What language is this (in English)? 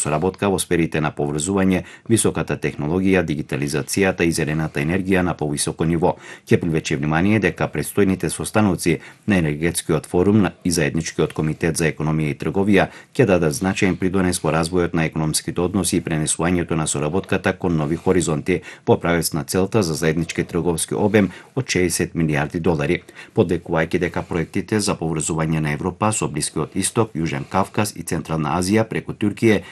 Macedonian